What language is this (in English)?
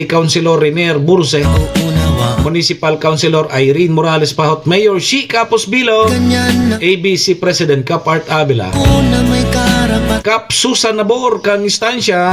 Bikol